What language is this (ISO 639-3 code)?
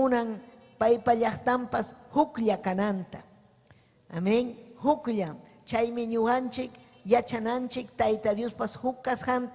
quy